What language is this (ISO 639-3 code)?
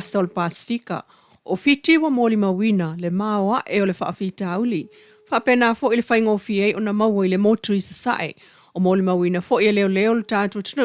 smo